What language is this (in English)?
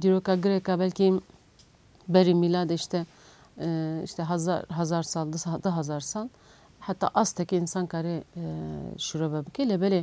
Kurdish